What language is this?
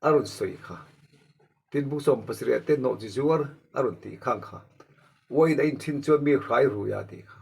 Mizo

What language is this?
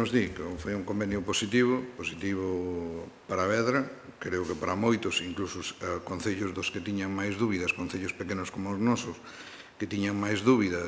Galician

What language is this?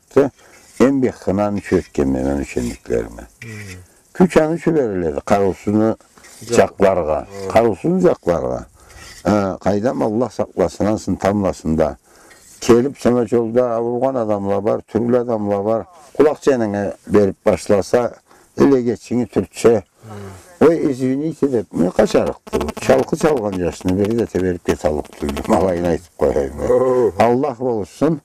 Karachay-Balkar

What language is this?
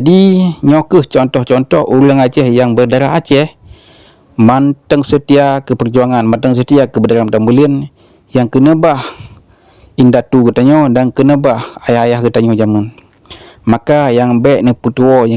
Achinese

